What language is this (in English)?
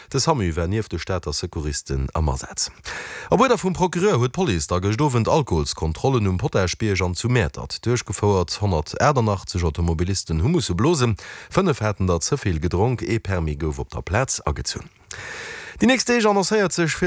Luxembourgish